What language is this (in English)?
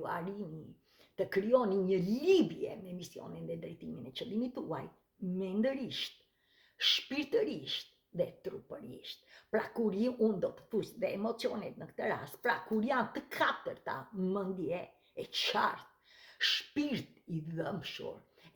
Albanian